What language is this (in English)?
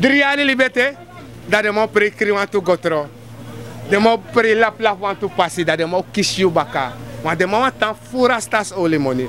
Sranan Tongo